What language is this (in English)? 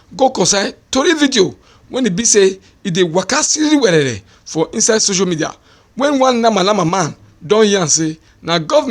Nigerian Pidgin